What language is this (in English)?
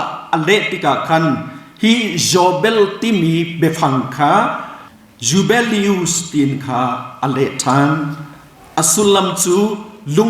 Hakha Chin